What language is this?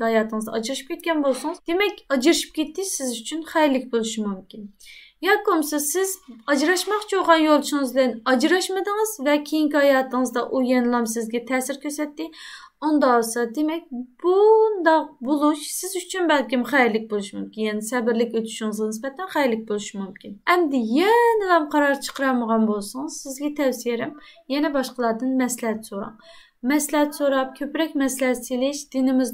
Uyghur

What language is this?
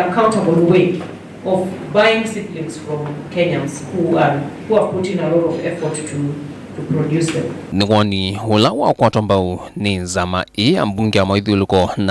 Kamba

